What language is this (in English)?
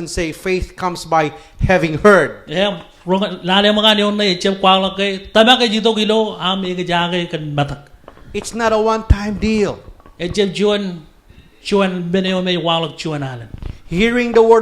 Marshallese